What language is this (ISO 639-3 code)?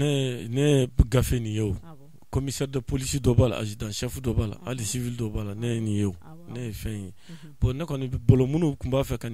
bam